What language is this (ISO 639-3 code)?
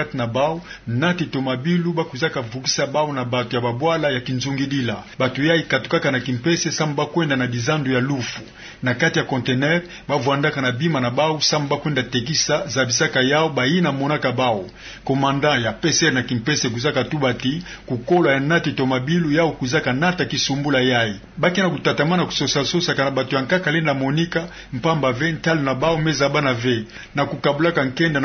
ktu